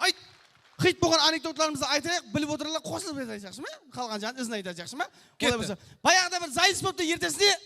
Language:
Kara-Kalpak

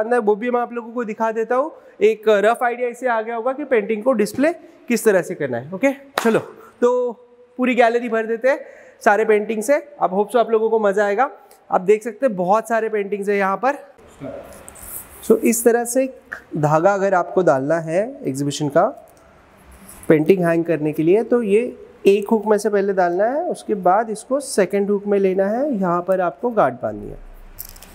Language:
Hindi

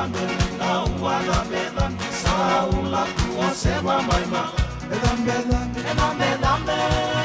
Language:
Fijian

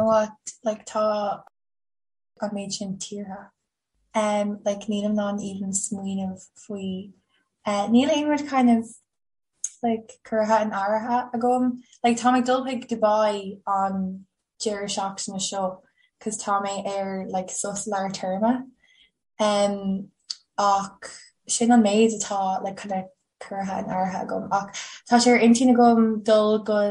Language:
Irish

